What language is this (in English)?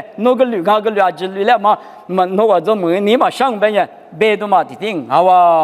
Lisu